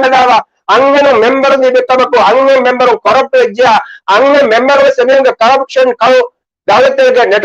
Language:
Divehi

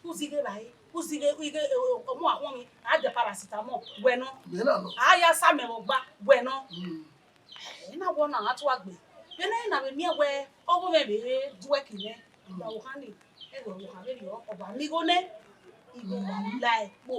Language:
Bini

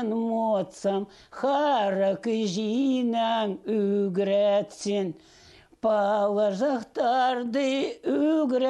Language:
Khakas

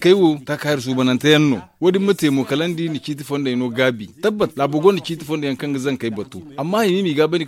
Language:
Zarma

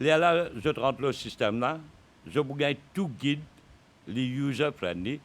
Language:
Morisyen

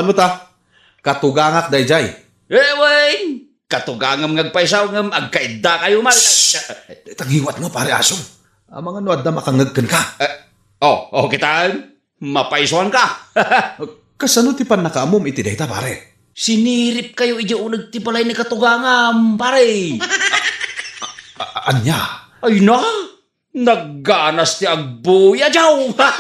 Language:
Iloko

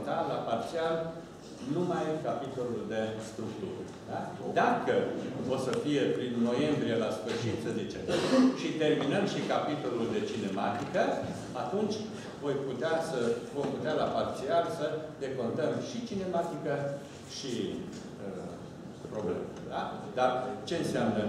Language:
Romanian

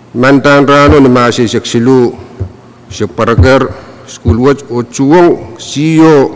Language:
Pohnpeian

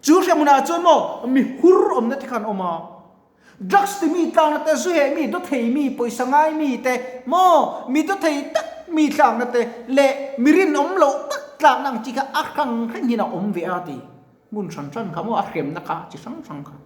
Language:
Mizo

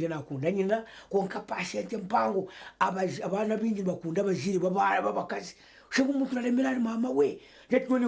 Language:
Nyankole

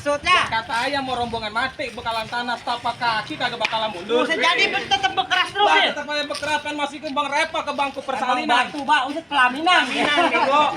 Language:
Betawi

